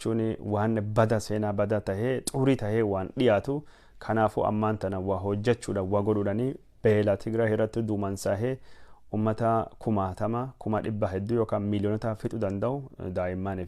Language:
Oromo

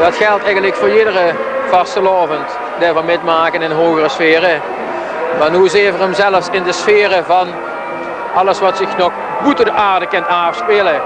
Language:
Limburgish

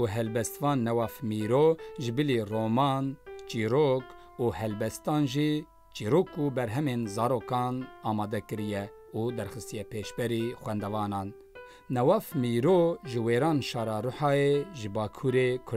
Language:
Kurdish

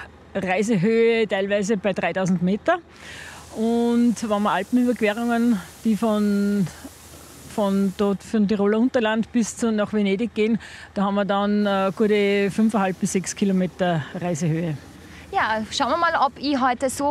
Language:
German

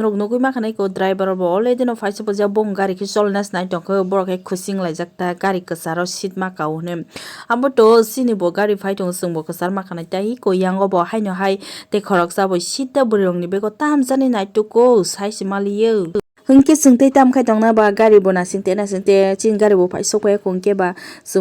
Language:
Kok Borok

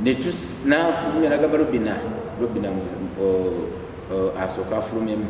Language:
Ganda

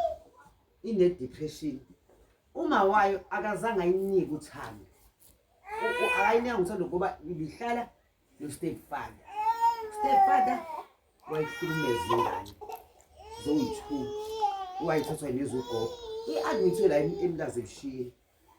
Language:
Zulu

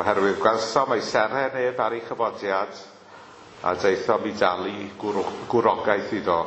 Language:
Welsh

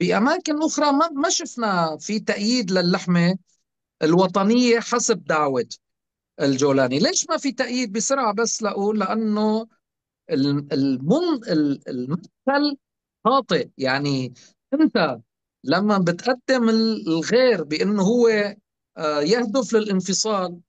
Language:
North Levantine Arabic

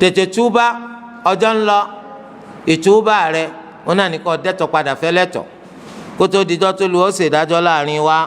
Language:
Yoruba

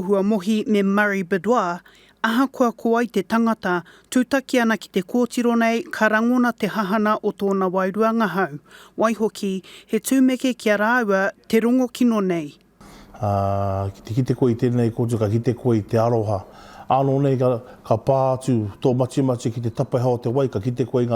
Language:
Māori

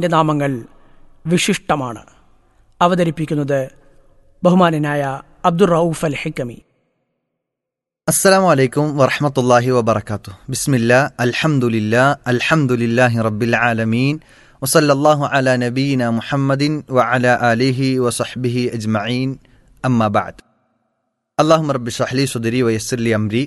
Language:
Malayalam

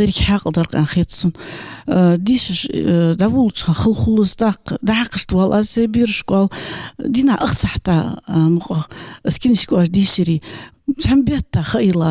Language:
Ingush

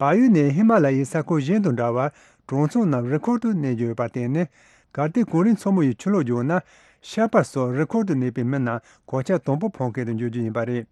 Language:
Tibetan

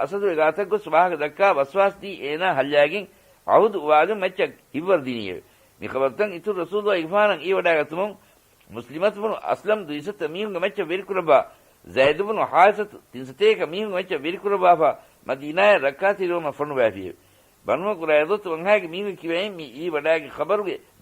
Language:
Divehi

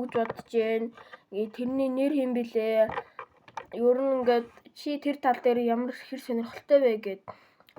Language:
Mongolian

